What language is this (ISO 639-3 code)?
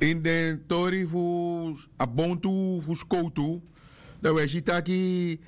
srn